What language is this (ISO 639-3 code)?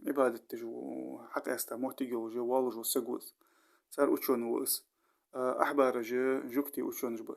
inh